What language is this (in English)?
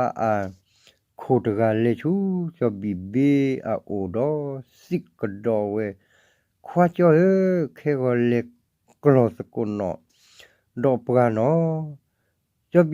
S'gaw Karen